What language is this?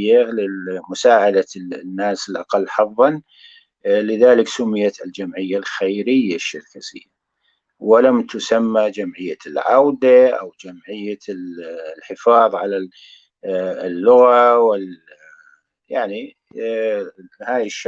North Levantine Arabic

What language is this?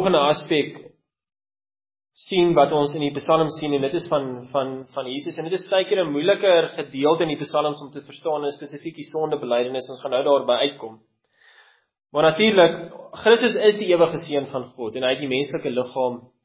Afrikaans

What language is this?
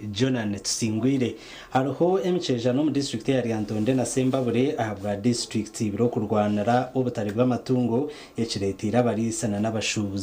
Nyankole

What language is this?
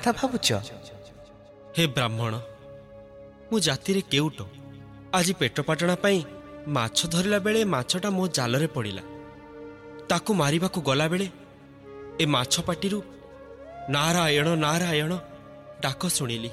Odia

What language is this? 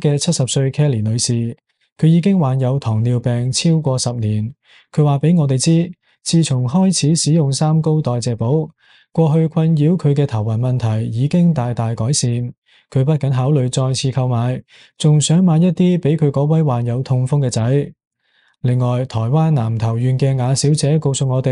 Cantonese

